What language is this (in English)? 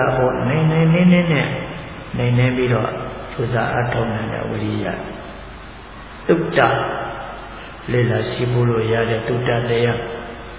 Burmese